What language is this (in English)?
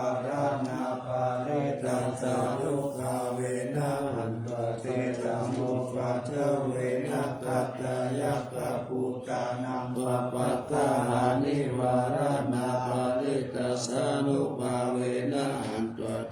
Pali